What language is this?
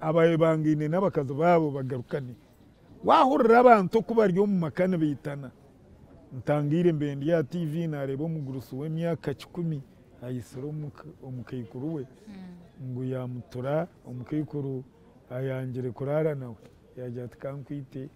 Nyankole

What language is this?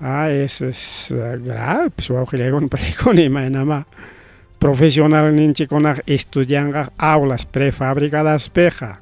Ayacucho Quechua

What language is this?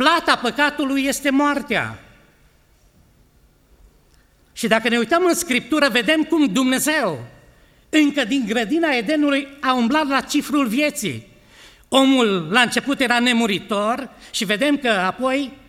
Romanian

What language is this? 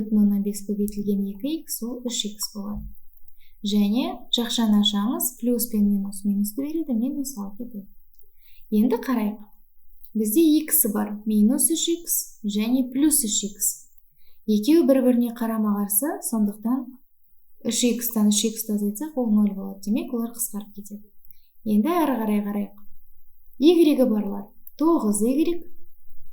Kazakh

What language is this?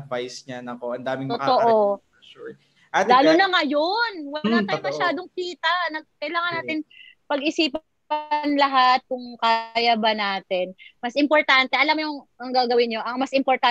Filipino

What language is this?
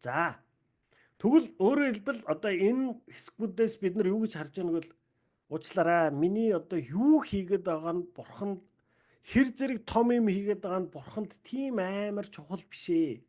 Mongolian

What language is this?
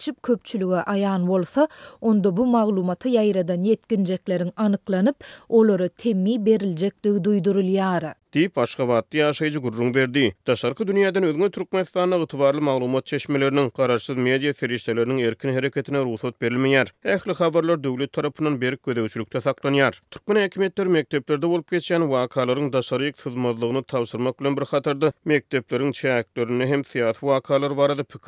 Turkmen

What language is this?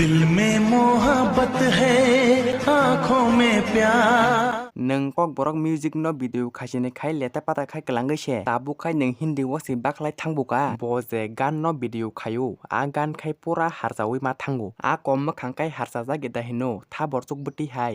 Kok Borok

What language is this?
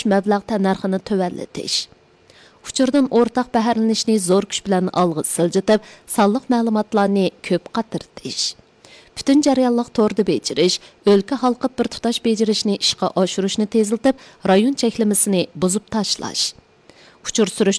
Uyghur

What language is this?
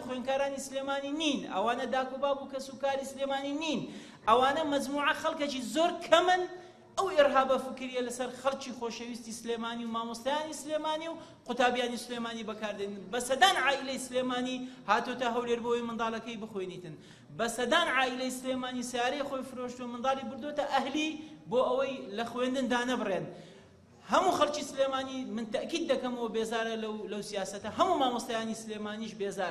Central Kurdish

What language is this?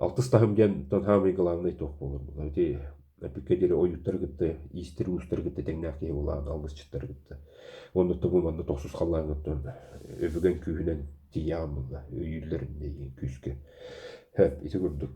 Yakut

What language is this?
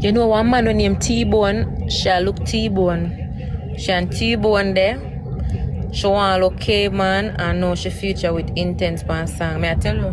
Jamaican Creole English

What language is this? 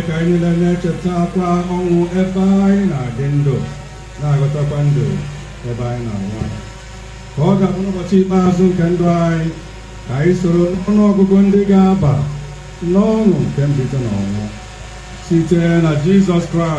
Igbo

